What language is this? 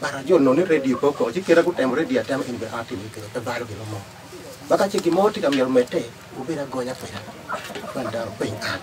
Acoli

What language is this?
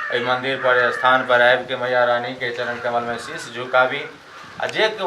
Maithili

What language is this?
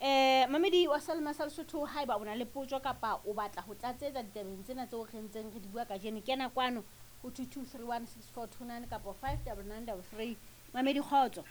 Southern Sotho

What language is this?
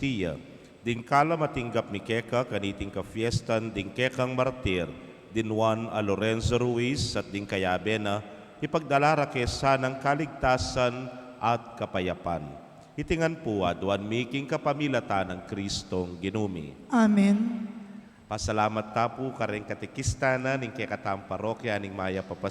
Pampanga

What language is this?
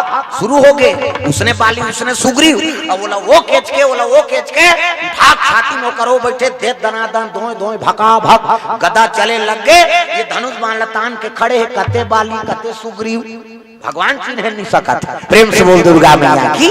Chhattisgarhi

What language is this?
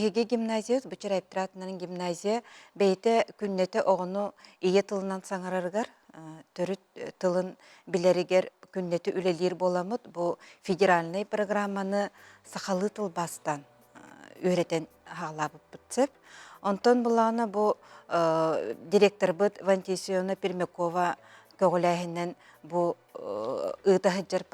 Yakut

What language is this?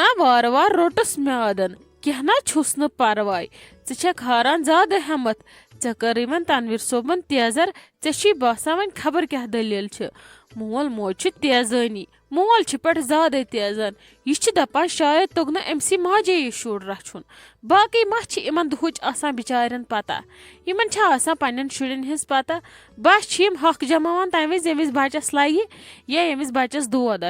Kashmiri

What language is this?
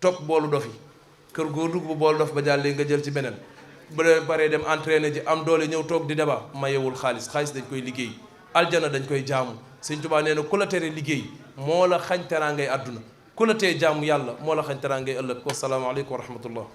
Wolof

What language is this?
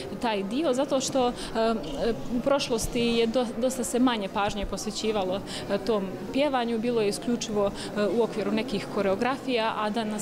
Serbian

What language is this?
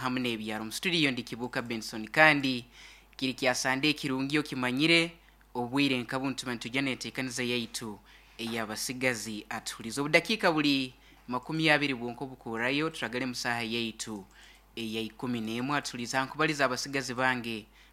Nyankole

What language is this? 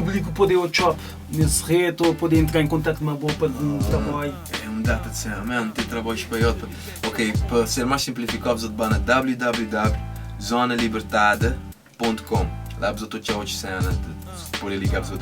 Kabuverdianu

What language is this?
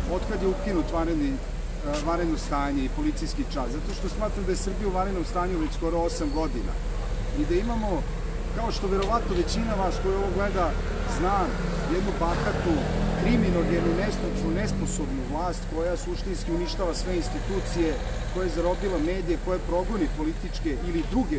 Serbian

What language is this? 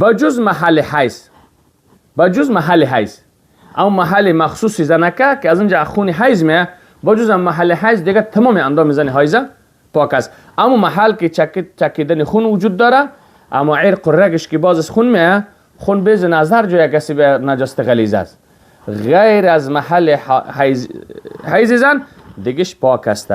Persian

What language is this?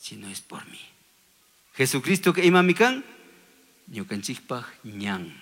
Chimborazo Highland Quichua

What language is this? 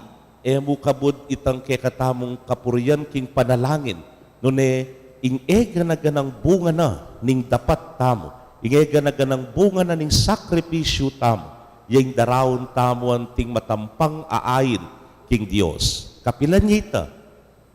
Pampanga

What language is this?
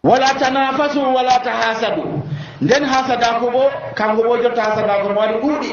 Nigerian Fulfulde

